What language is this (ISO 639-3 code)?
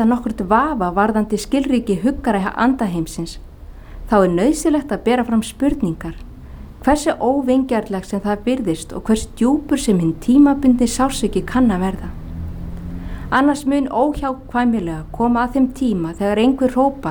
isl